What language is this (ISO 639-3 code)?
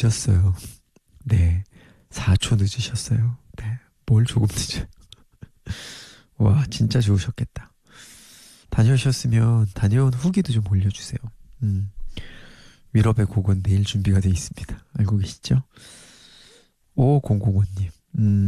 kor